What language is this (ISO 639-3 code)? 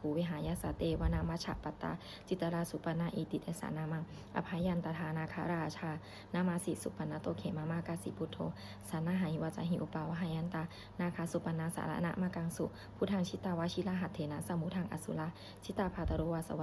pli